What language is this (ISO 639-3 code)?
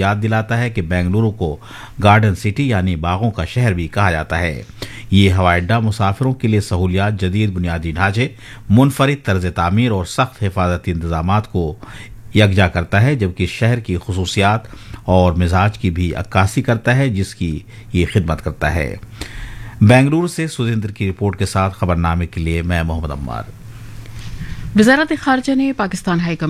urd